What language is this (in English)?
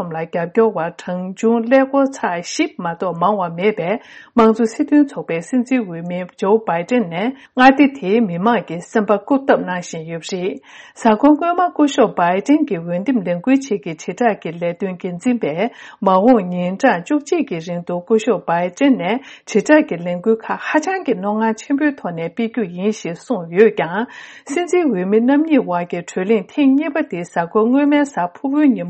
Tibetan